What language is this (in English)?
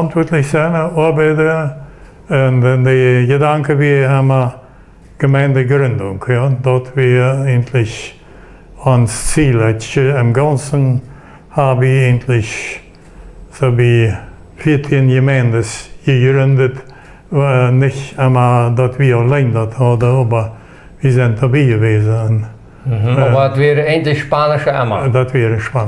Plautdietsch